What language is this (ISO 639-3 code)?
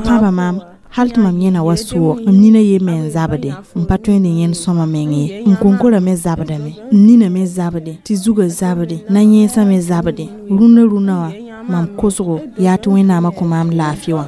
mos